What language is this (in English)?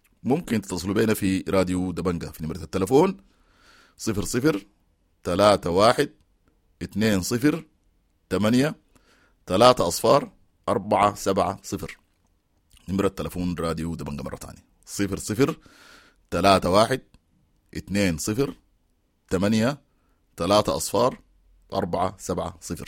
Sudanese Arabic